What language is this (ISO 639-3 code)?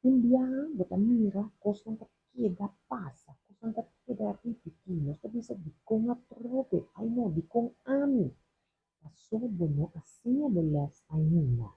pap